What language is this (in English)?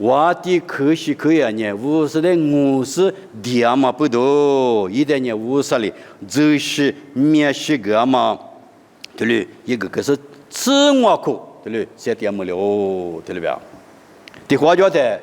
Lisu